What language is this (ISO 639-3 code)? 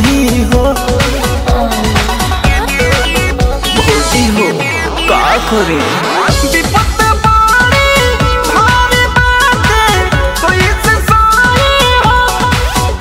bho